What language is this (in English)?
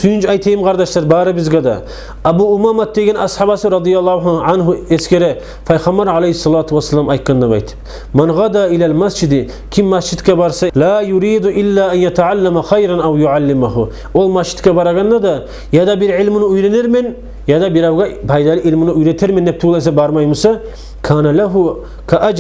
Kumyk